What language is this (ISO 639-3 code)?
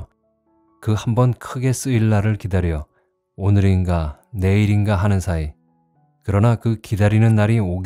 kor